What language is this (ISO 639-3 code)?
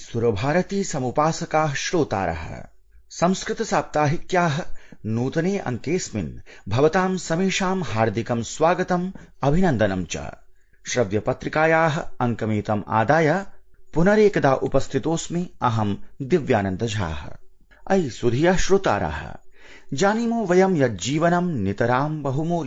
san